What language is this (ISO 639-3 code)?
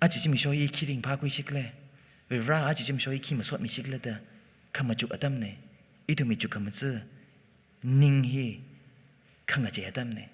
nmf